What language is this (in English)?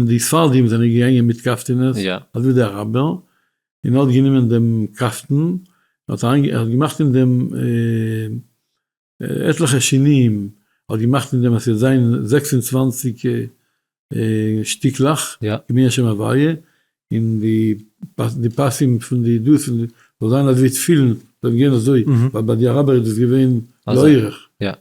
Yiddish